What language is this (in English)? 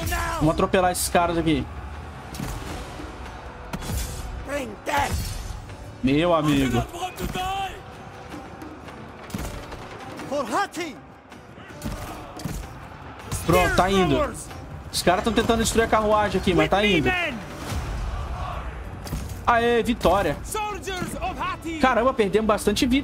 Portuguese